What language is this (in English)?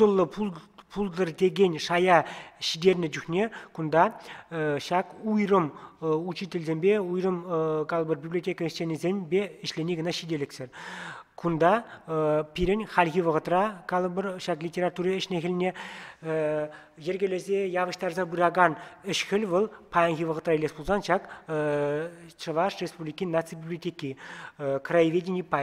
Chuvash